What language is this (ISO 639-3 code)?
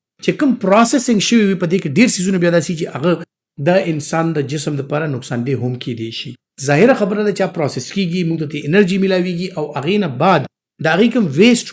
pus